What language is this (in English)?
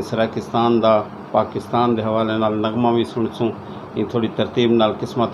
Saraiki